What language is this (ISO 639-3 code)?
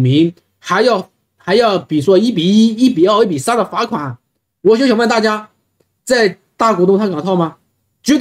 zho